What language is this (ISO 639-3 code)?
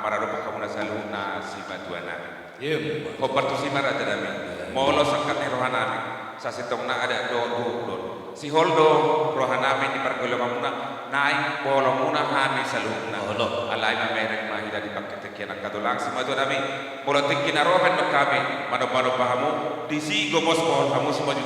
bbc